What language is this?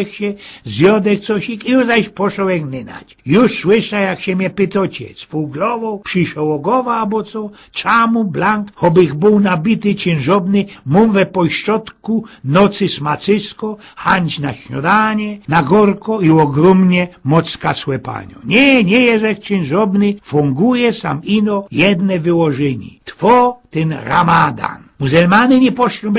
Silesian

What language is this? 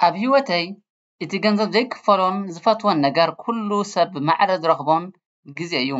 Tigrinya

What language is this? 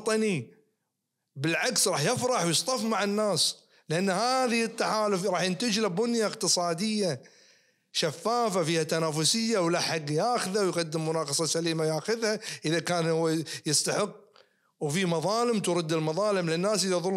Najdi Arabic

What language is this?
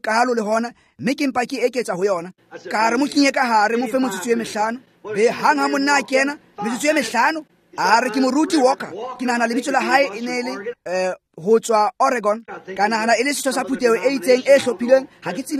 Tswana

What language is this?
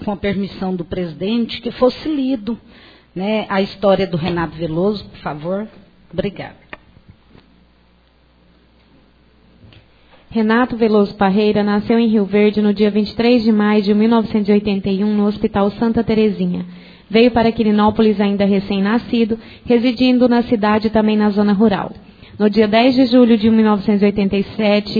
Portuguese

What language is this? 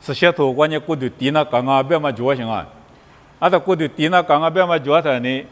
Lisu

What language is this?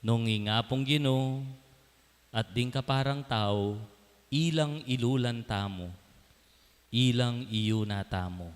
Pampanga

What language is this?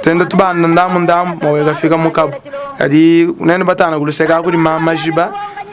Luba-Lulua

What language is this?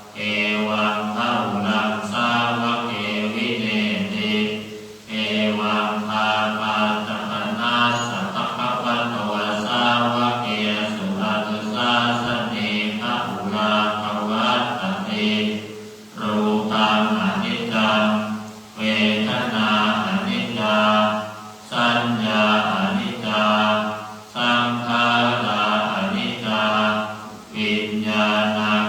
Pali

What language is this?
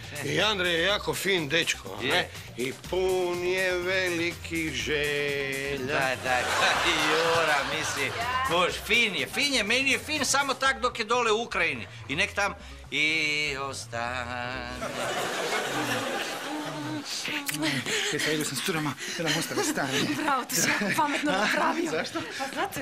Croatian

